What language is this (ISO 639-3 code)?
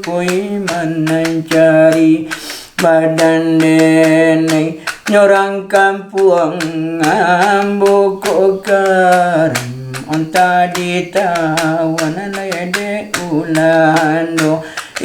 min